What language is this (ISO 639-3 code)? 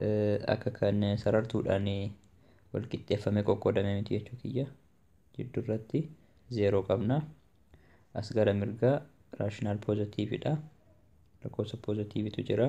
orm